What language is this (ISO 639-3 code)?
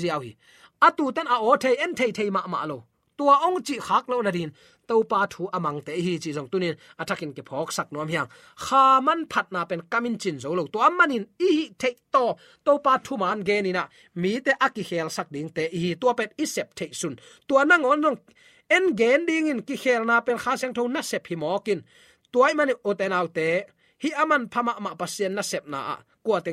ctd